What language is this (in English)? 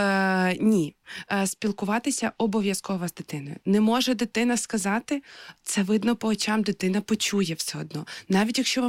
Ukrainian